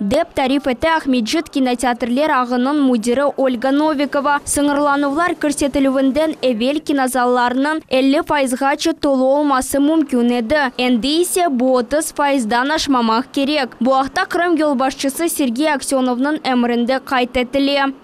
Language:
Crimean Tatar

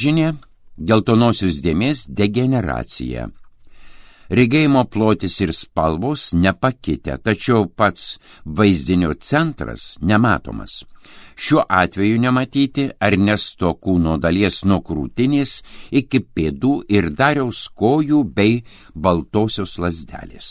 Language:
Lithuanian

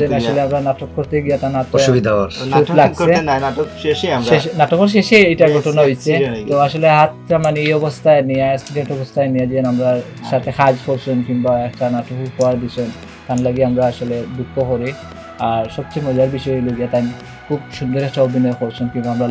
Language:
Sylheti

